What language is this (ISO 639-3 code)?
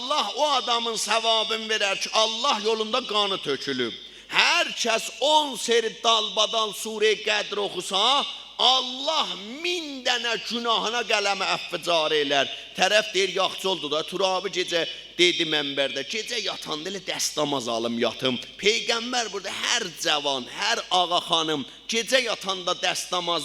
azb